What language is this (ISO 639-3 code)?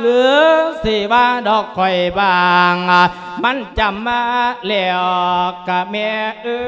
lao